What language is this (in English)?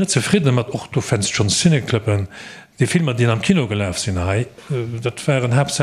Luxembourgish